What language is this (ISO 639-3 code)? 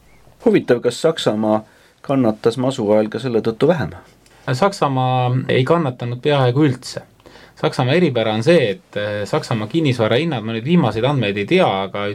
est